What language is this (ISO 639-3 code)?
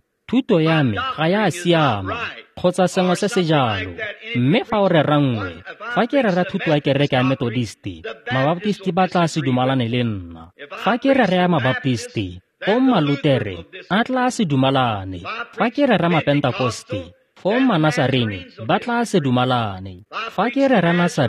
tsn